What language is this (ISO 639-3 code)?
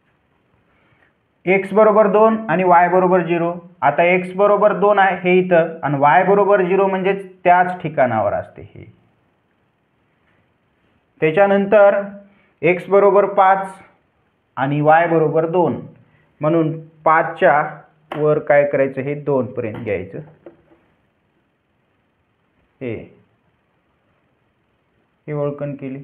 mar